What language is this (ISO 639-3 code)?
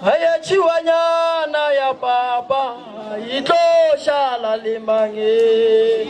nso